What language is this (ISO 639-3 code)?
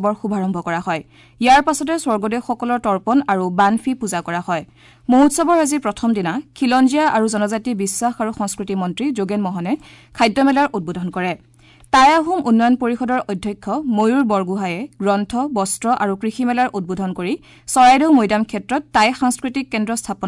asm